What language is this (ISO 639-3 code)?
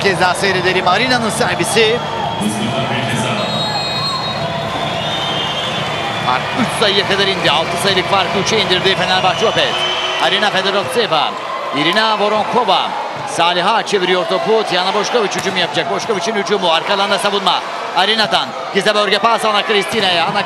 tur